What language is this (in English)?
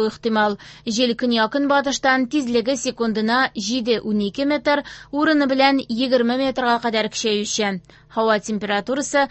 Tatar